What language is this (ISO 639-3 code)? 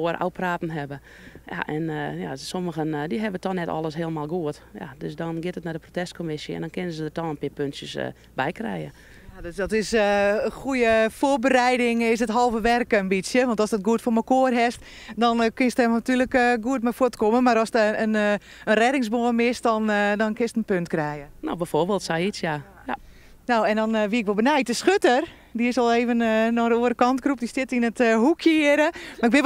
fry